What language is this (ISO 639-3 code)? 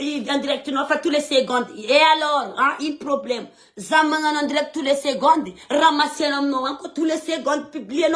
mlg